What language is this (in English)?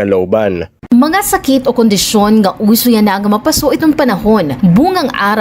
Waray